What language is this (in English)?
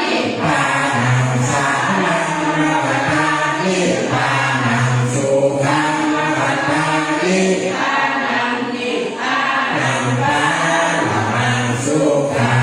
Pali